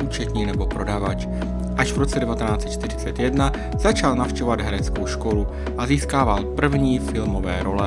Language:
Czech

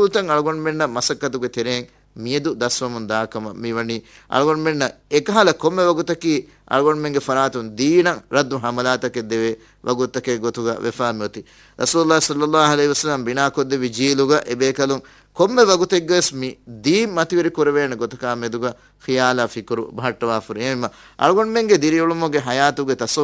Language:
Divehi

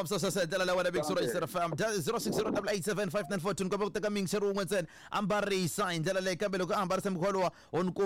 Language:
Tsonga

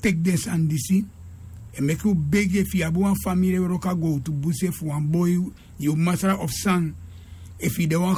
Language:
Sranan Tongo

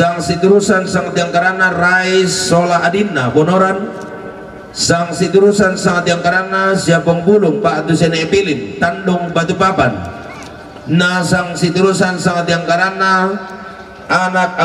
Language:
Toraja-Sa'dan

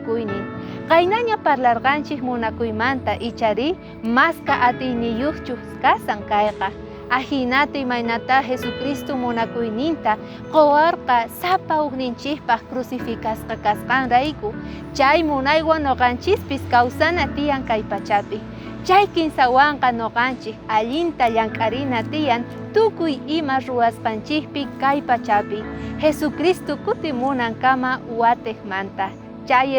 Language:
South Bolivian Quechua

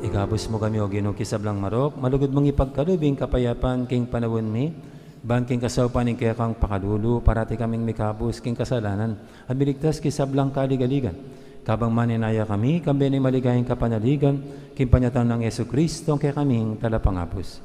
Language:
Pampanga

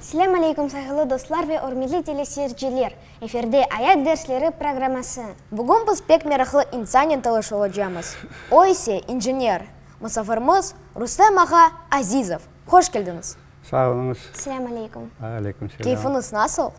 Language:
Crimean Tatar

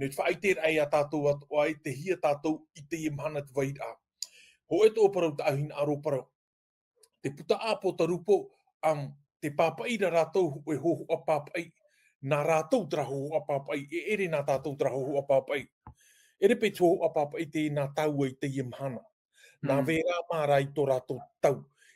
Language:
Tahitian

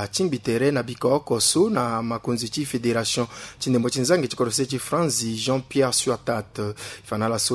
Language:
Sango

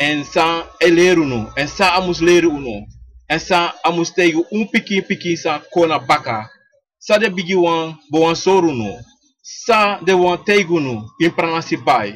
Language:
Sranan Tongo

